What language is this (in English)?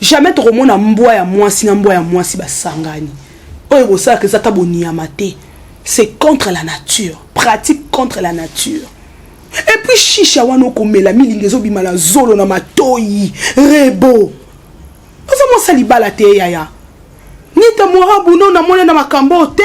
Lingala